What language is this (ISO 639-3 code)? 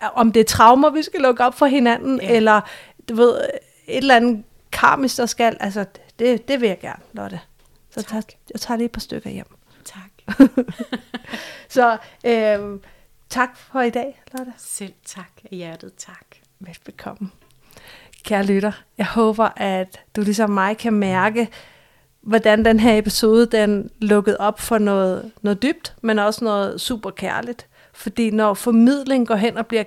dan